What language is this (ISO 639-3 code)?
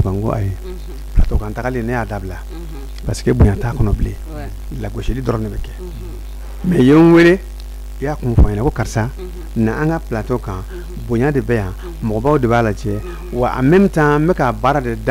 bam